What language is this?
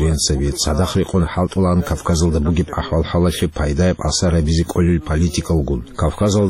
Avaric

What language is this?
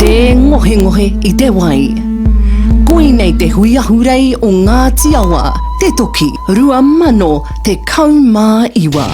Māori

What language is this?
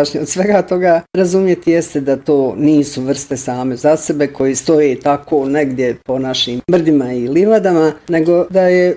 Bosnian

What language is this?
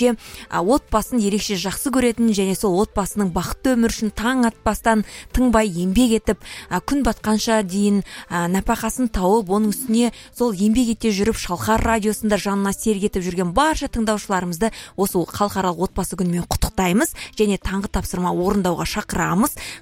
Kazakh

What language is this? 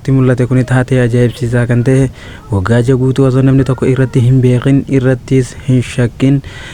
Oromo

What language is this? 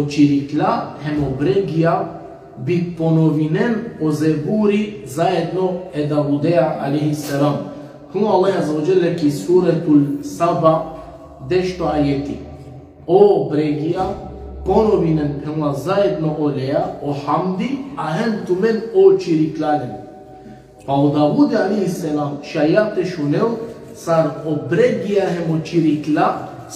Balkan Romani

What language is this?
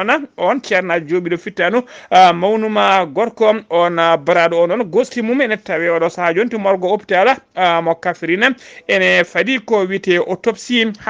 Fula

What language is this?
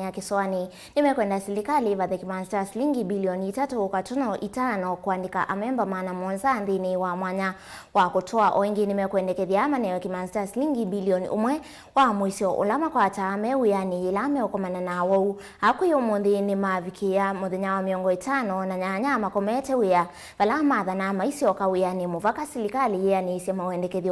Kamba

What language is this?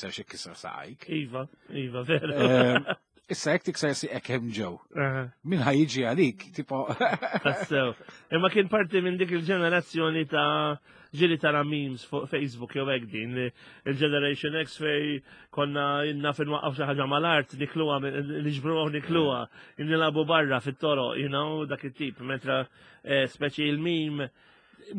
Maltese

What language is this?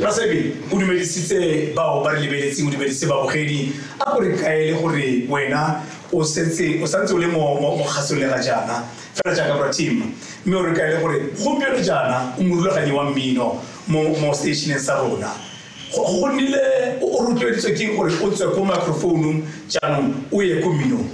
Tswana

